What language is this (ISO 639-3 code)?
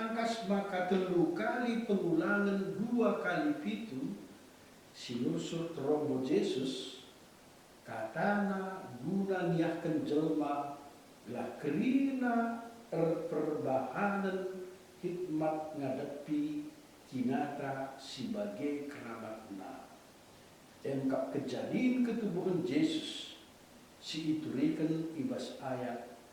btx